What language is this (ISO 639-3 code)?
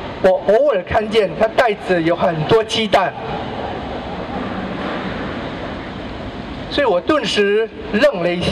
zho